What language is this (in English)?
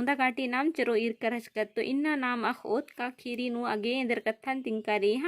Kurukh